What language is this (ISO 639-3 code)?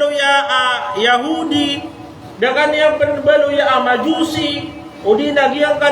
mrw